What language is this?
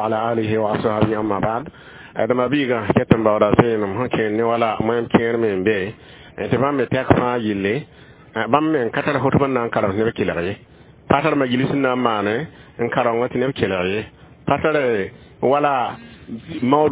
Mossi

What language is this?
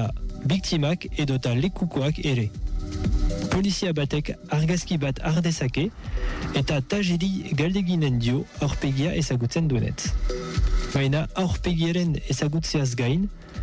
Basque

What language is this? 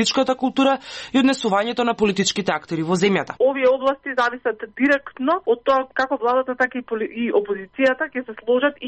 Macedonian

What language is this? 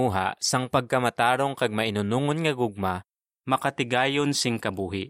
Hiligaynon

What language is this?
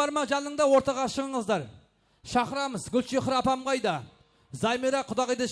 Kara-Kalpak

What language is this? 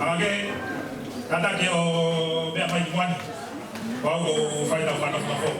Tongan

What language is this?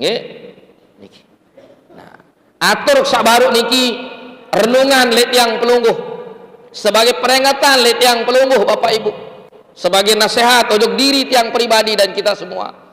Sasak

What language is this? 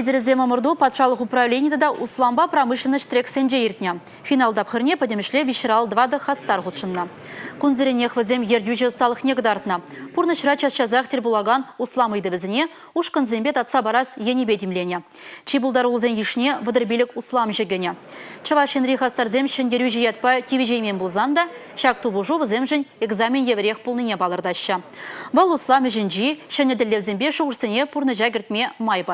Chuvash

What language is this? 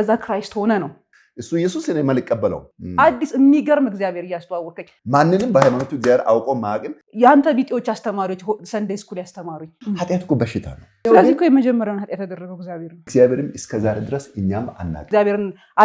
Amharic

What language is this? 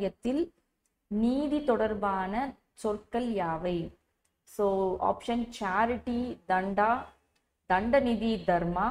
Tamil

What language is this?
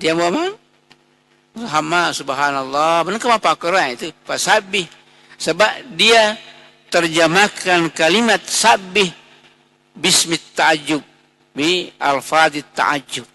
Buginese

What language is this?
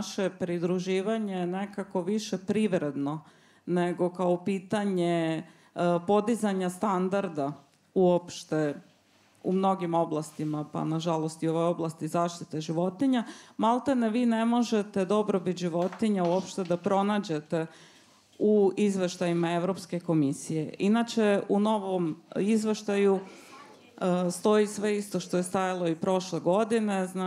Serbian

